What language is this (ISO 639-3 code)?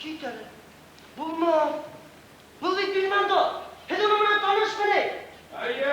bak